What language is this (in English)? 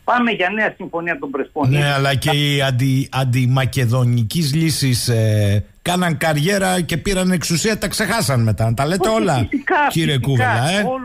Greek